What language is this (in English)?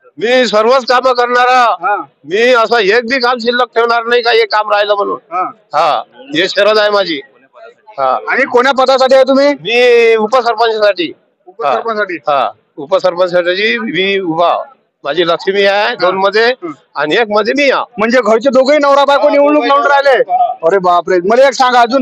Marathi